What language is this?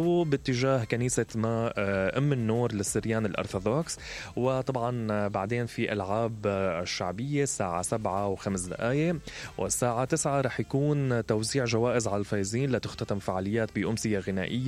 Mesopotamian Arabic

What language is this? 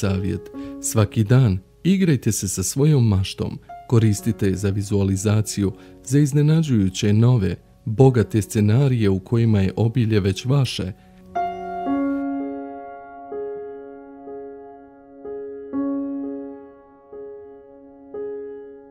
Bosnian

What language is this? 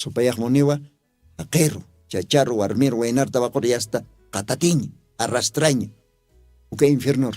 Aymara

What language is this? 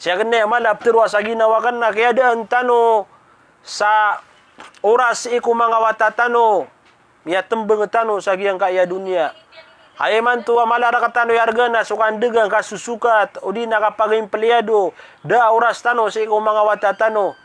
Maranao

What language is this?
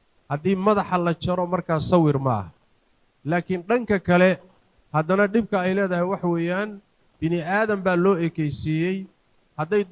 Somali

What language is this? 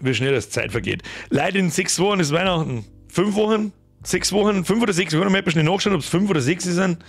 Bavarian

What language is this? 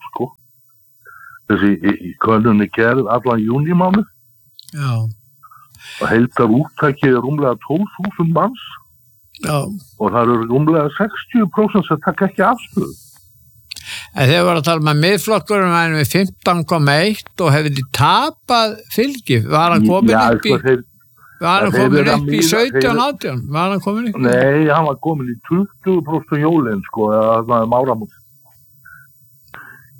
Icelandic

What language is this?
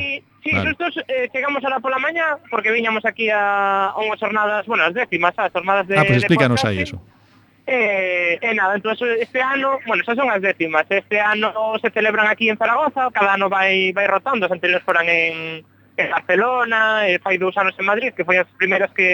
Galician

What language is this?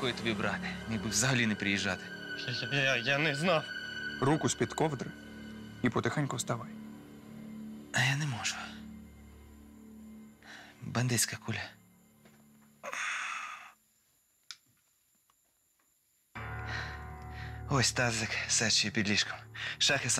Ukrainian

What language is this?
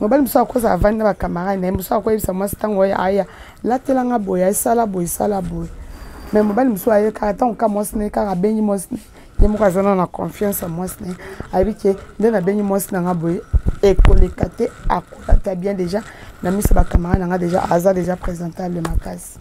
Lingala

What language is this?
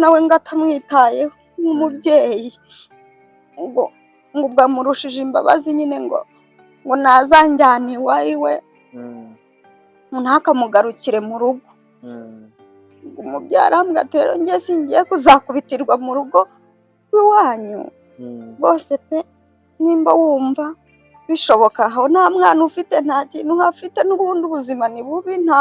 Kinyarwanda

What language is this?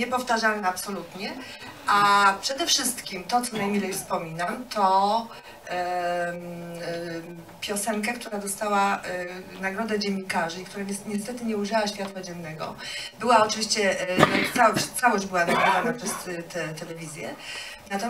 Polish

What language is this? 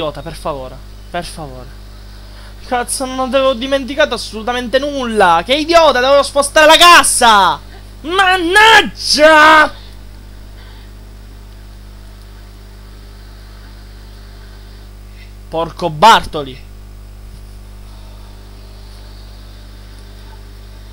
Italian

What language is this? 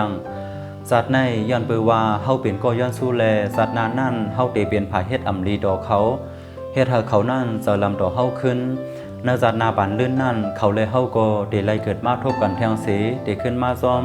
Shan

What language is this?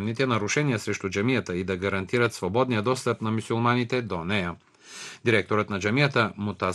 Bulgarian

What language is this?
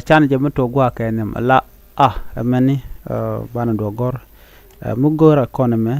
Nuer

